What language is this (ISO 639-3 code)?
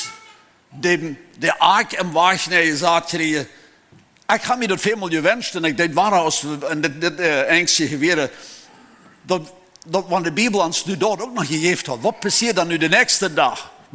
pdt